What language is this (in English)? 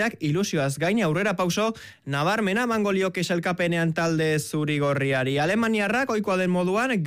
Basque